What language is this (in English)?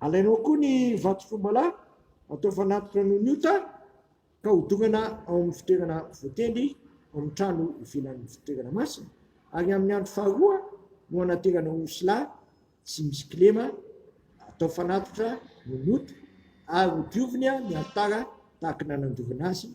Malagasy